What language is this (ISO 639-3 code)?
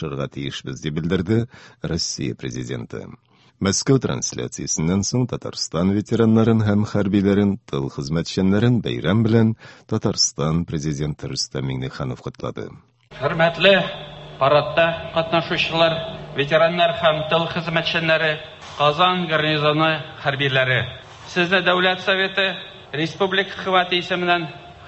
tat